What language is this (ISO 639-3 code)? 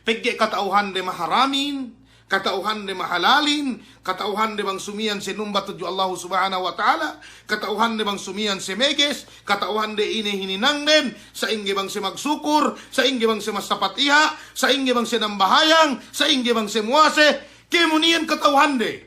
yka